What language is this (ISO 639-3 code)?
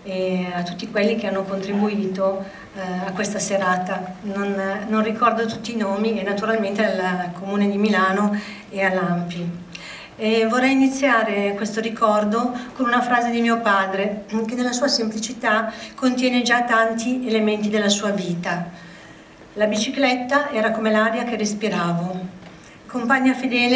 ita